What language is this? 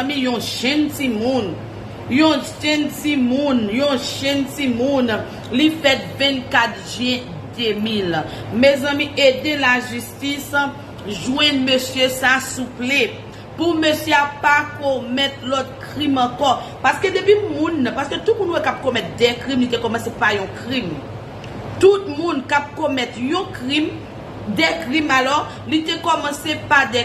Haitian Creole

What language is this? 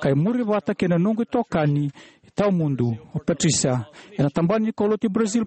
Fijian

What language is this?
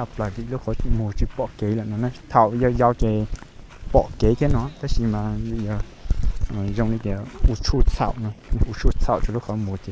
Hmong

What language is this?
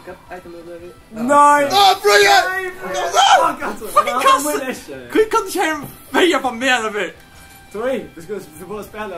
Faroese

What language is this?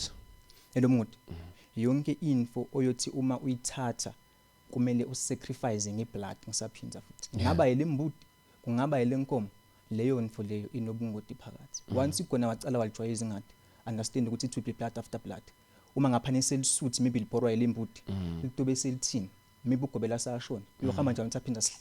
Zulu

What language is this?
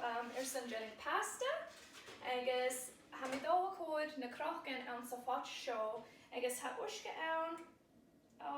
Scottish Gaelic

